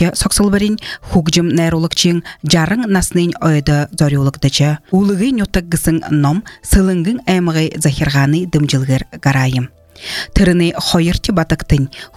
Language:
Buriat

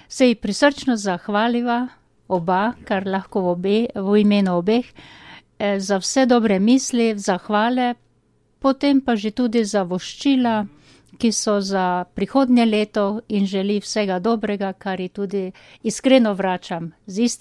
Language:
Slovenian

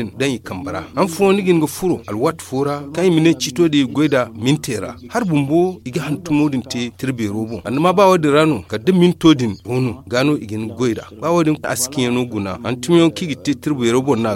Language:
Zarma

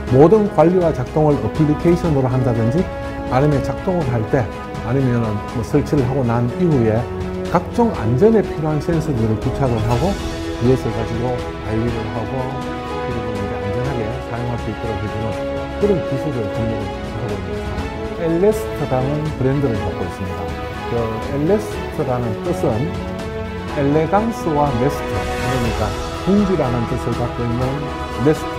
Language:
Korean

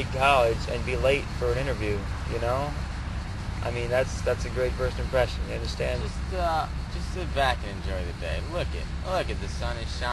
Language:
English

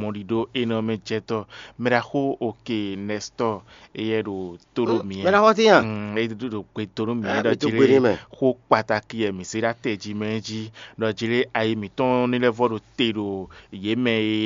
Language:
Fon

